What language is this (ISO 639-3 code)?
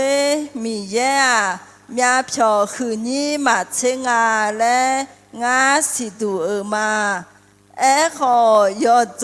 ahk